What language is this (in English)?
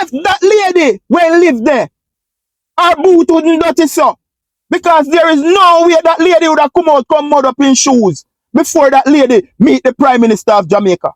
Jamaican Creole English